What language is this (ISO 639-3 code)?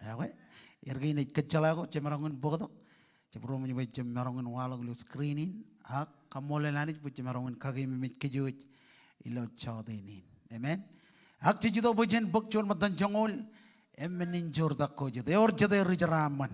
mah